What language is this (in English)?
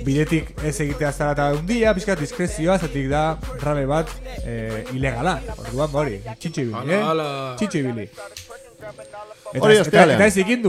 Basque